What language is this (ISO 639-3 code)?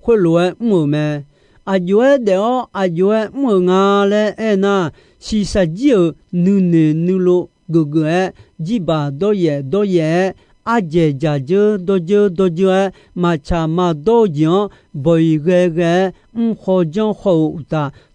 ahk